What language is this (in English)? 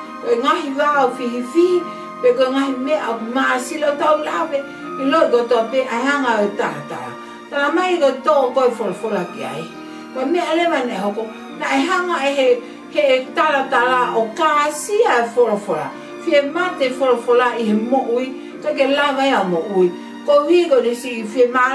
Tongan